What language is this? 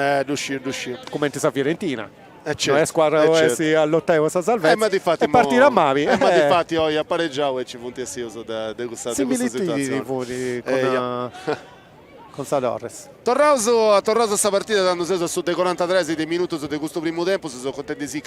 Sardinian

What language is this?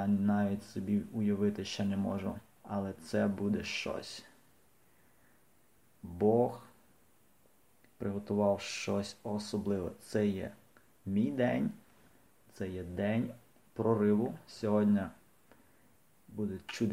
Ukrainian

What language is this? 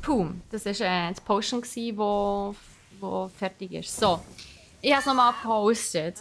Swiss German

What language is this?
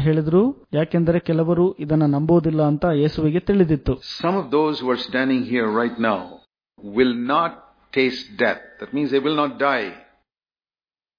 Kannada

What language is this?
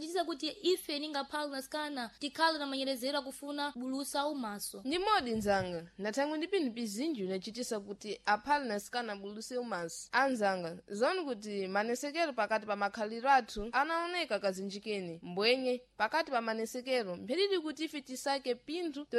Sena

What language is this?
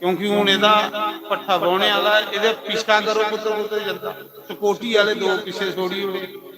Dogri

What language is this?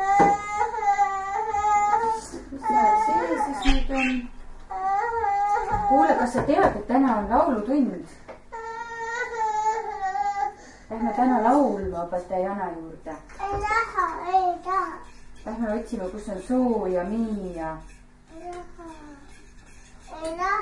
Estonian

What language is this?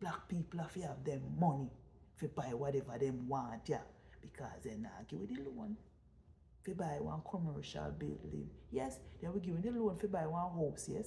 Jamaican Creole English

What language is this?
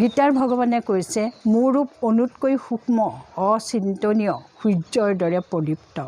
Assamese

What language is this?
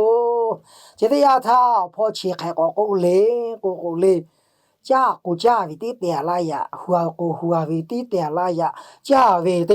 Lahu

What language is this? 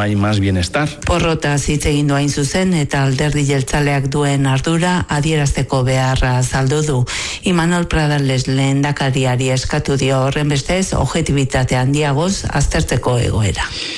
Basque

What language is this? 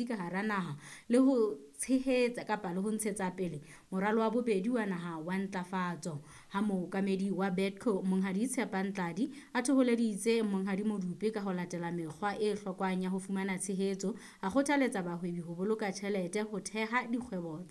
Southern Sotho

